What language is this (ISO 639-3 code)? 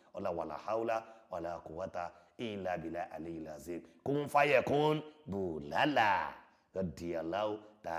yor